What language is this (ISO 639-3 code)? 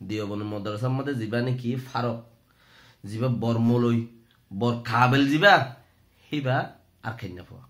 rhg